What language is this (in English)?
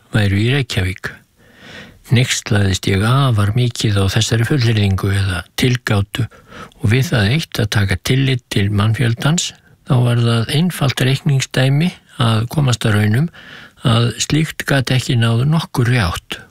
Icelandic